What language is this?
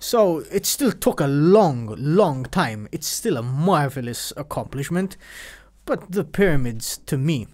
English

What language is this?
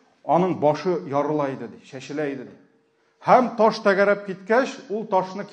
Tatar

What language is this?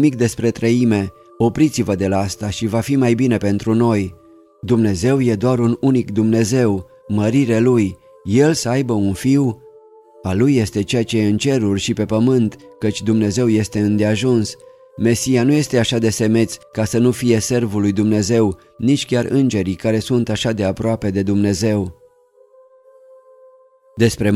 Romanian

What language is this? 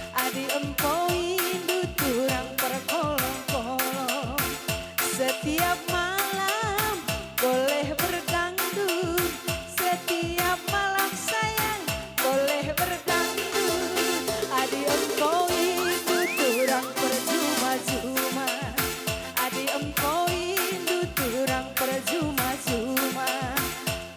Batak Karo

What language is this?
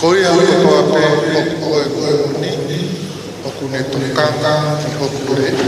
Tongan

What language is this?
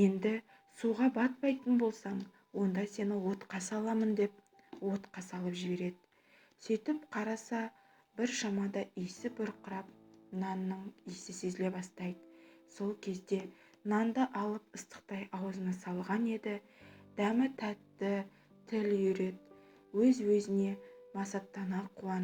Kazakh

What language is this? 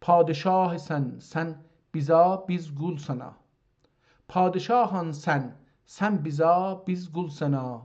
South Azerbaijani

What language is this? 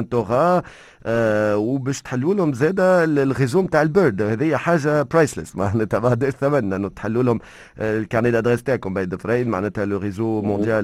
Tunisian Arabic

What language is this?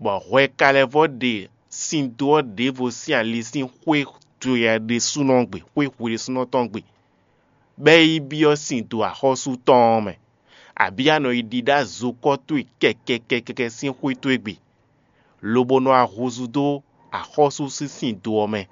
Fon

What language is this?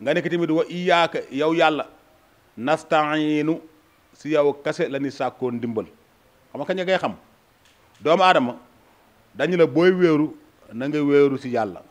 Wolof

